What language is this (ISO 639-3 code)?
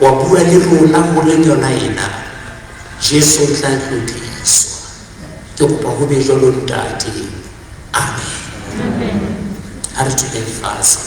sot